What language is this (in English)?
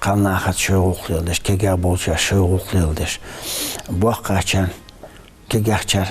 Ingush